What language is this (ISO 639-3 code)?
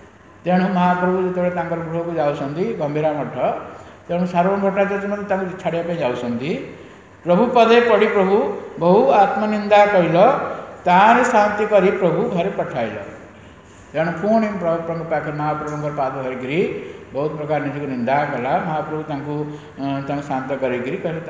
ori